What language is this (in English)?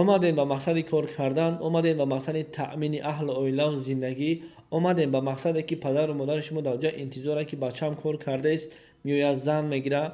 Tajik